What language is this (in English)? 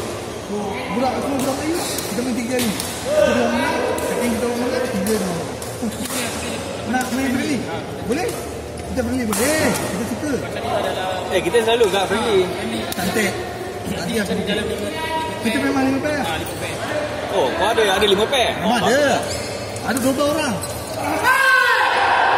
Malay